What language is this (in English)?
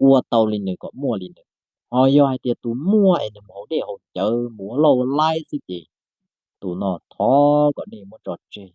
Hmong